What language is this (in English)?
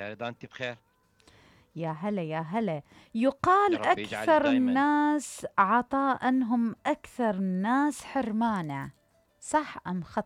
Mesopotamian Arabic